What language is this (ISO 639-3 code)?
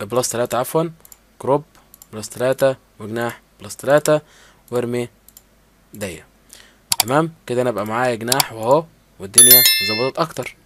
arz